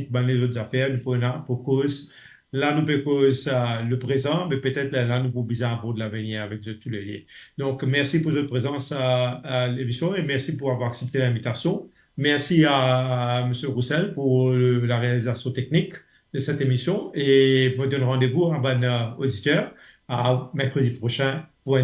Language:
Morisyen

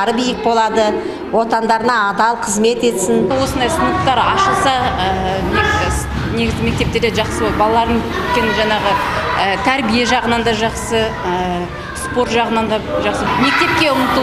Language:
Kazakh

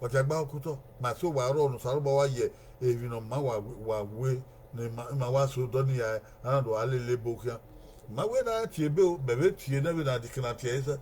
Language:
Bini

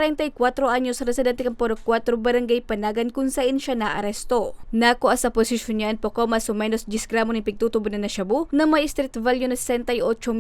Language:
Bikol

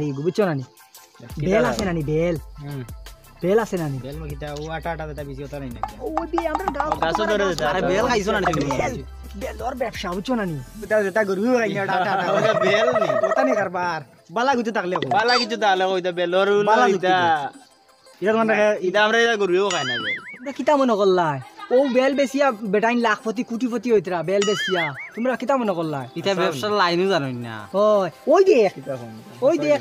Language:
Sylheti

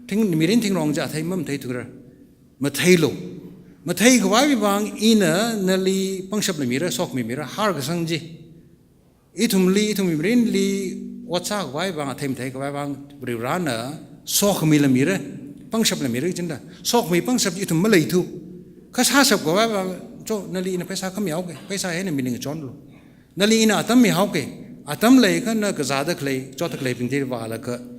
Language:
Tangkhul Naga (India)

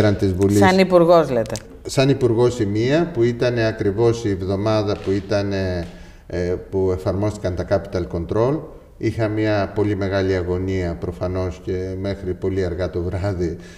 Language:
Greek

